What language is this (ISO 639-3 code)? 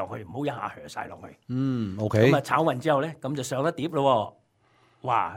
yue